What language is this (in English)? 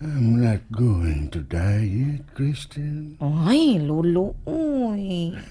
Cebuano